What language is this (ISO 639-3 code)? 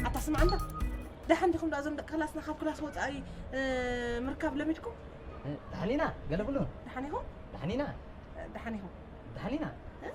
tir